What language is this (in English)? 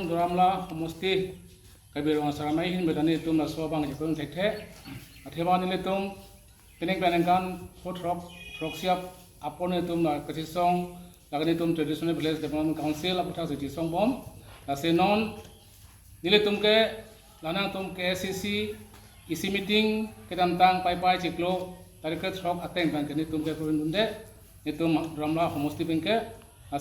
Karbi